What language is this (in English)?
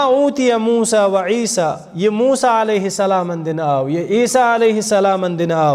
Kashmiri